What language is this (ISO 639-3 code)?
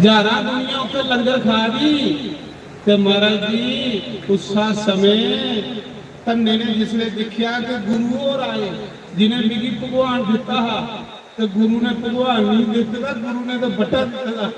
doi